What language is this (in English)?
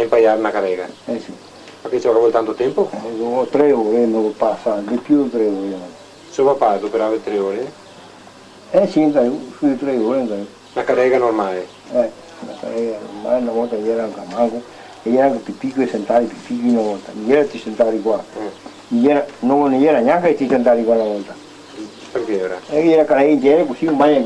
Venetian